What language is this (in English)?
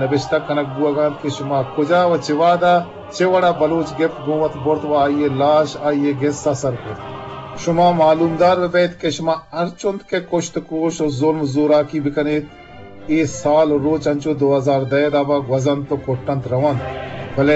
Eastern Balochi